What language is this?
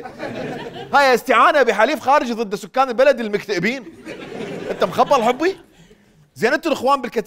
Mesopotamian Arabic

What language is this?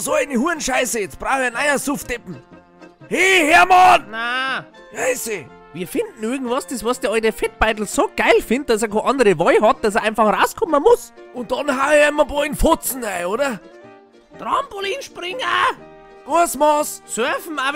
Bavarian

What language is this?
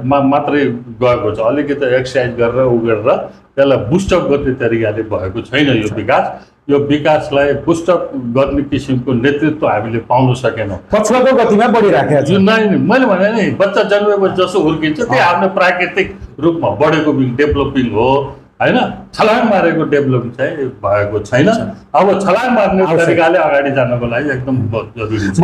Nepali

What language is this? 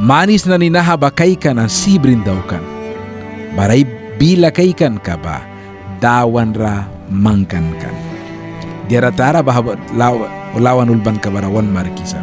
Mískito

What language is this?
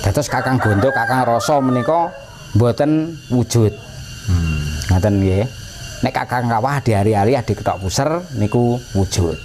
Javanese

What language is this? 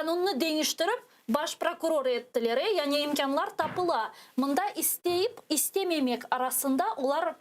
Crimean Tatar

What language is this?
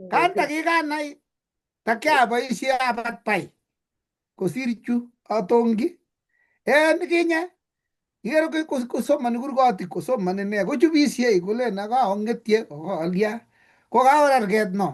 Kalenjin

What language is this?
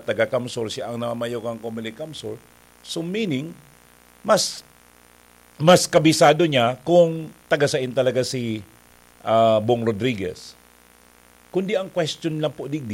Bikol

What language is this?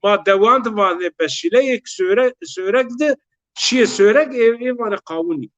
Zaza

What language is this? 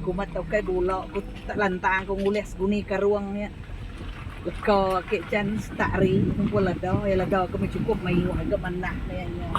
Iban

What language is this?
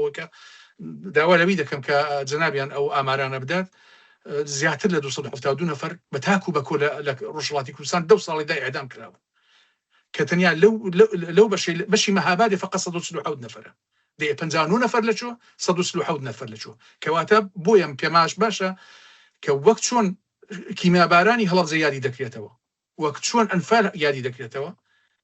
Central Kurdish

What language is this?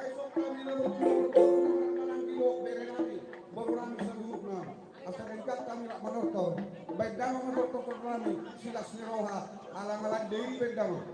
Batak Toba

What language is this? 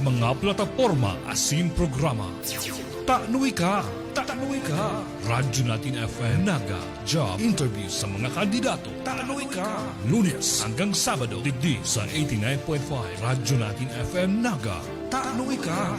Bikol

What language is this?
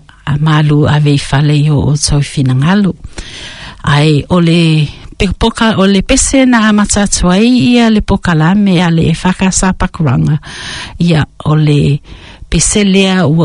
Samoan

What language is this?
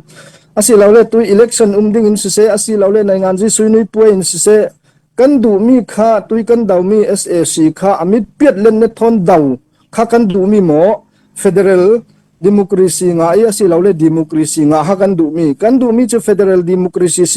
Hakha Chin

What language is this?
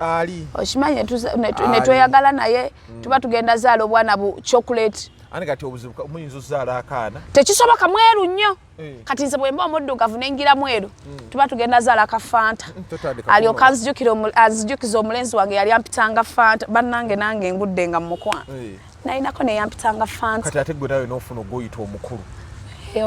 Ganda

